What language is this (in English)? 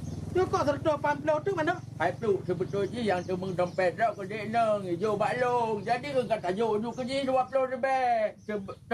Achinese